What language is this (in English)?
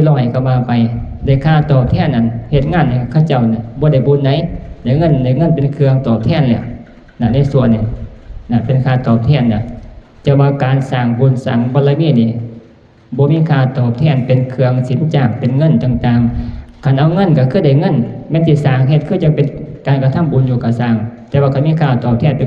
Northeastern Thai